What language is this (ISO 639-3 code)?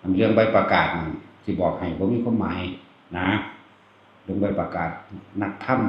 tts